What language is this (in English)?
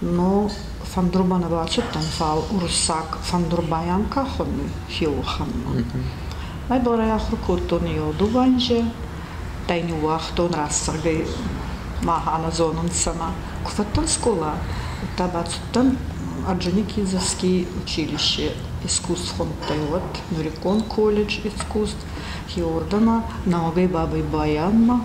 Ossetic